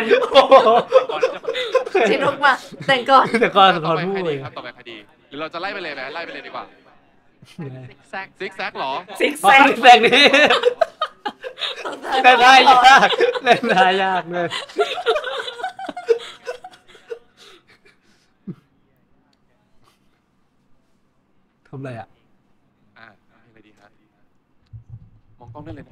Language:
Thai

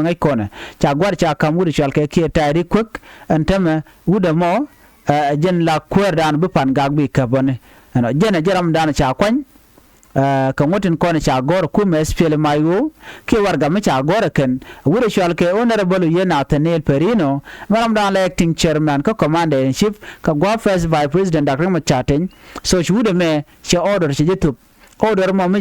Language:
Nuer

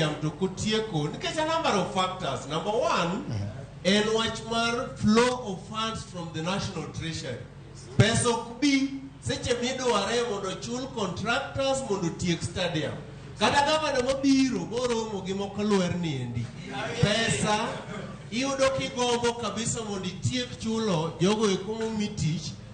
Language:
Luo (Kenya and Tanzania)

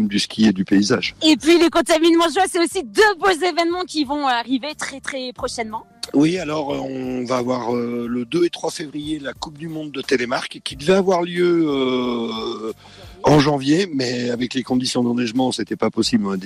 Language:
French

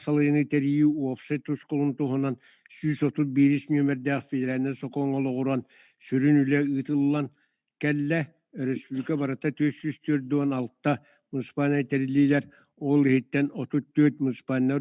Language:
Yakut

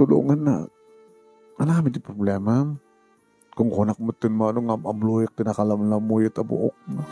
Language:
Iloko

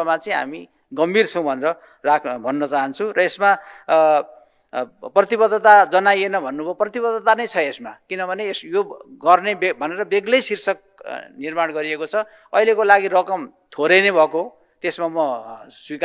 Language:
Nepali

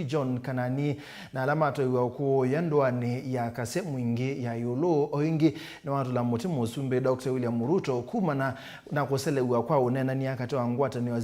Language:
Kamba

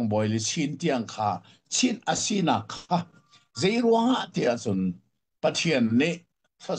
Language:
Hakha Chin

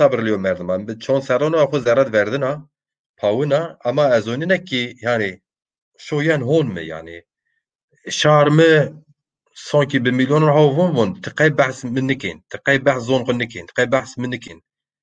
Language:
Zaza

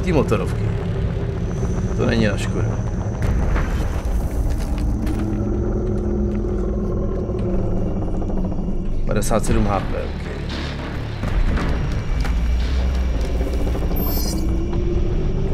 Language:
Czech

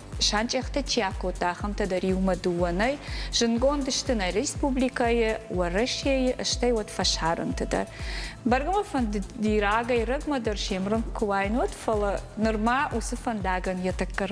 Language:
Ossetic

